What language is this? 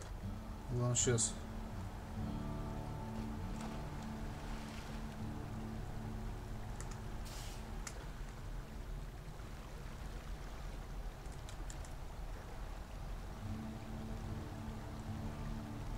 Russian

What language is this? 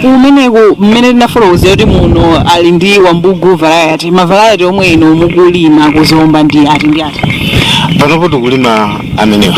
Nyanja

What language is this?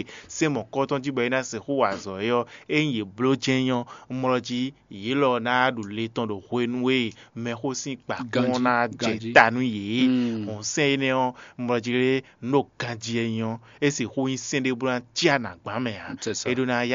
Fon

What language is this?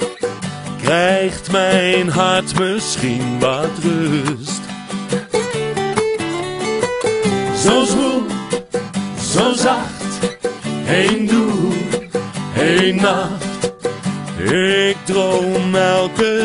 Dutch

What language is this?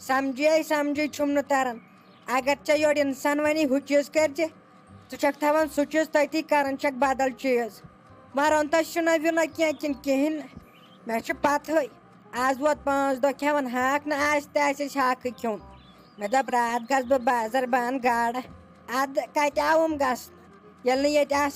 Kashmiri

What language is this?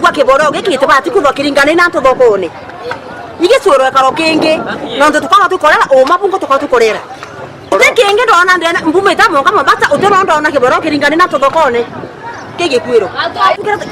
Meru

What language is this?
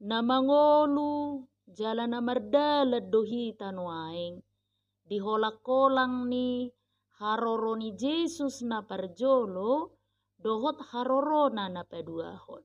Batak Toba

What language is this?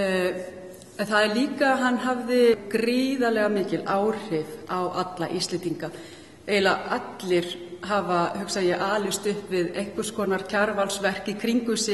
Icelandic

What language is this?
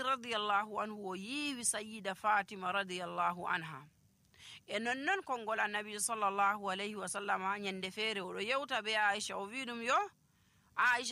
Nigerian Fulfulde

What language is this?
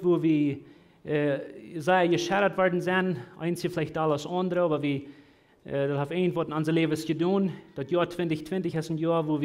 Plautdietsch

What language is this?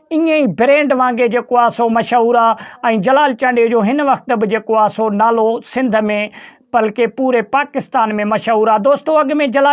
Sindhi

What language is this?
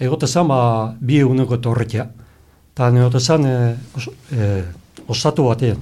Basque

